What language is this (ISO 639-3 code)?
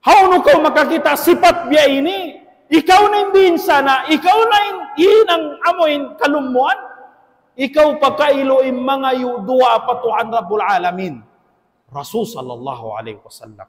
tsg